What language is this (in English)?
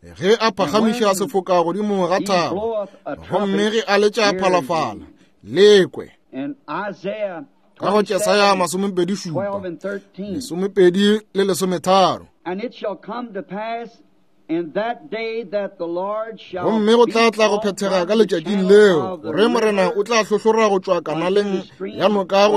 Northern Sotho